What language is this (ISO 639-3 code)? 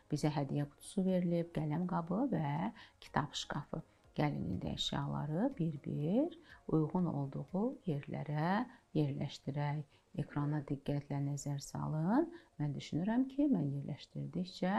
aze